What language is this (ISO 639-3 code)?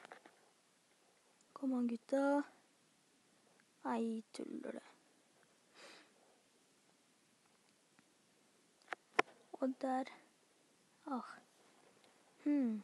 nor